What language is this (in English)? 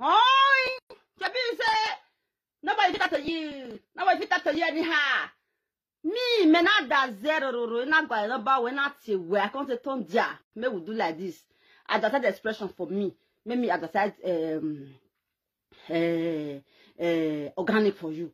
Nigerian Pidgin